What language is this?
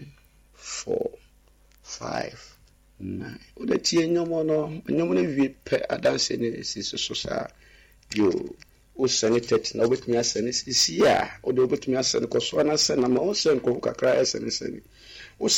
Akan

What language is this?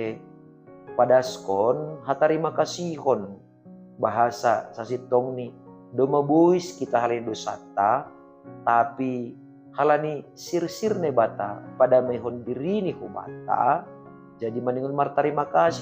Batak Simalungun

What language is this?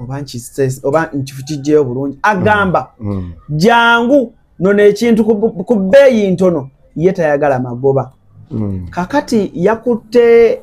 Ganda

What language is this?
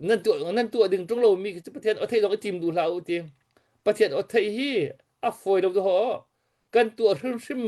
Hakha Chin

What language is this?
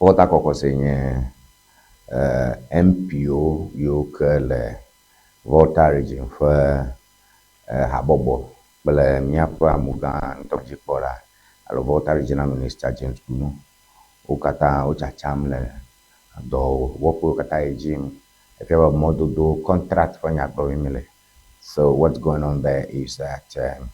Ewe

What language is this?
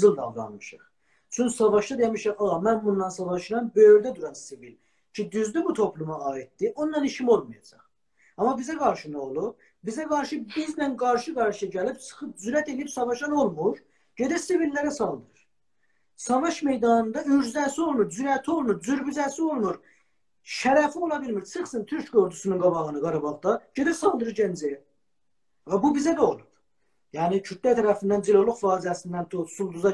South Azerbaijani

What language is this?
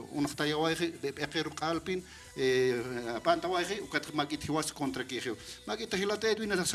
Aymara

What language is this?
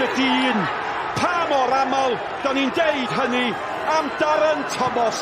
Welsh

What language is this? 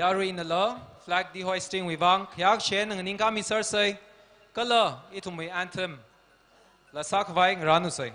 Tangkhul Naga (India)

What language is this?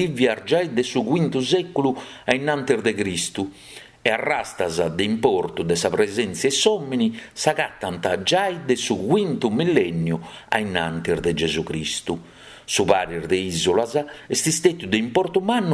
Sardinian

